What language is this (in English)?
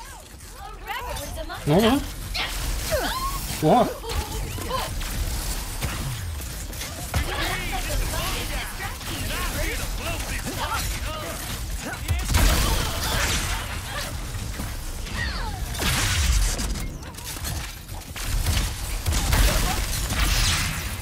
Turkish